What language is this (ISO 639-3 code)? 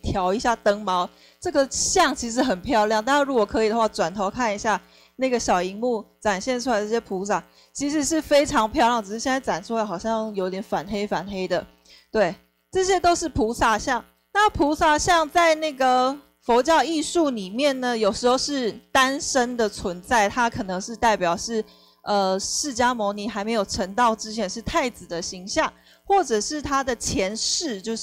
zho